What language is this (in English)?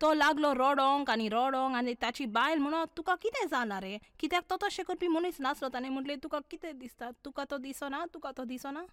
Konkani